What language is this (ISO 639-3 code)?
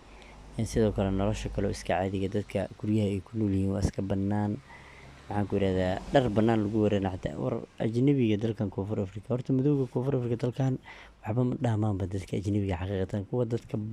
som